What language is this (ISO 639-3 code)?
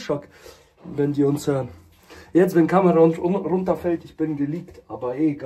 deu